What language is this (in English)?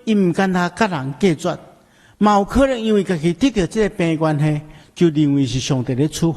Min Nan Chinese